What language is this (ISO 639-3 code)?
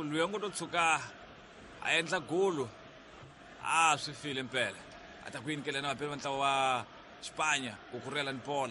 tso